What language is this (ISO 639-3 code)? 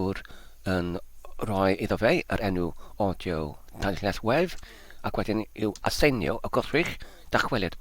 cym